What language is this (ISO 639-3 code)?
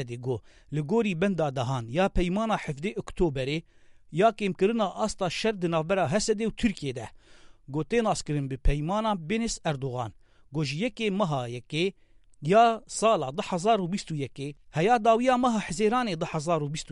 kur